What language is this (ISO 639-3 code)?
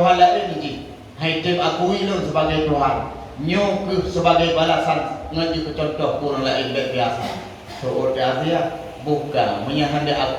ace